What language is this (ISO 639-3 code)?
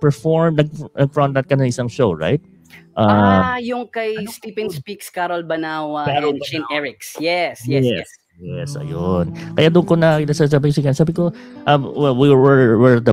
fil